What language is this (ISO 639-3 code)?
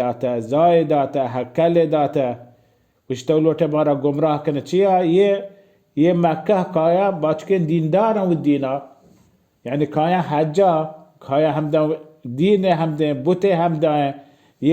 bal